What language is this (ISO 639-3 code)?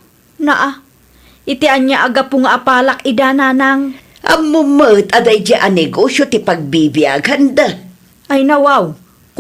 ilo